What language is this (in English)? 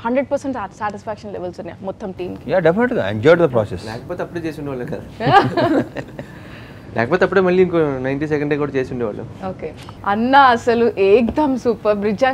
Telugu